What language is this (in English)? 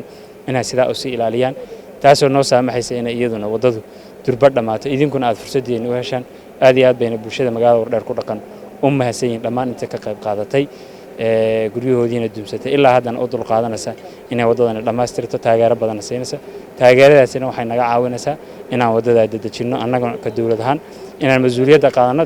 Somali